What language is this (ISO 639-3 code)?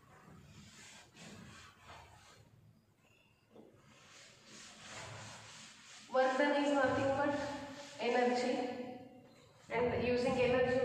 eng